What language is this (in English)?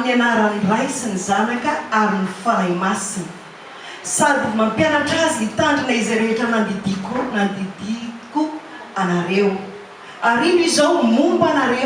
Malagasy